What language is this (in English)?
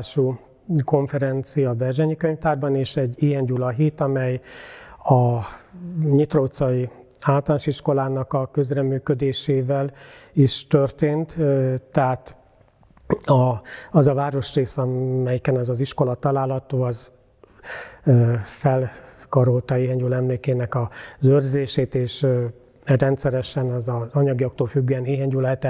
Hungarian